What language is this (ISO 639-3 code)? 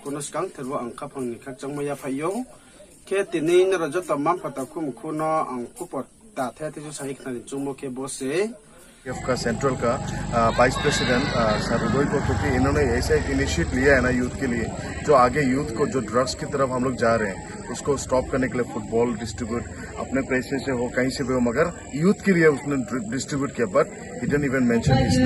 ria